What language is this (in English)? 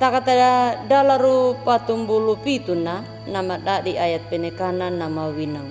Anakalangu